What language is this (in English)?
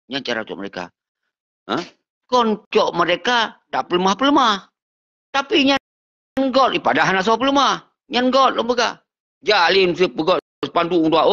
Achinese